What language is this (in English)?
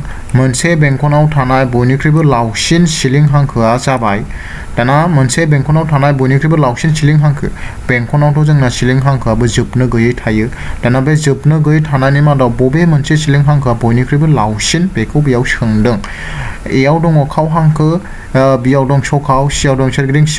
Bodo